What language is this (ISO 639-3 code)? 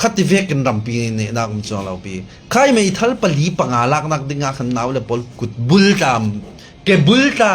cfm